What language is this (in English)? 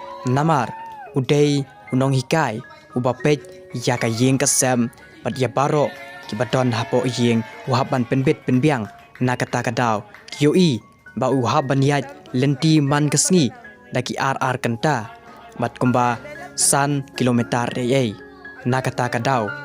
Khasi